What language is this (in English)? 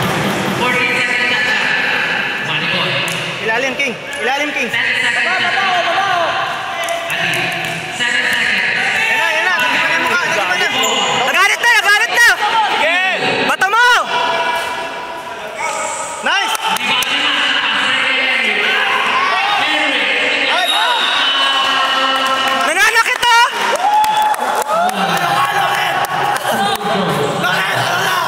Filipino